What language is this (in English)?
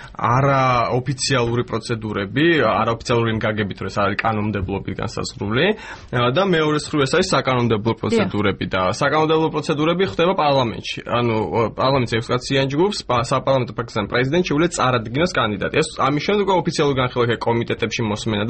Georgian